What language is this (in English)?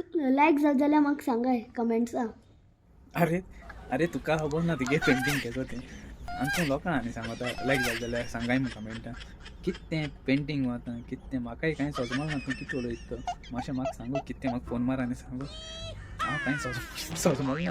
Konkani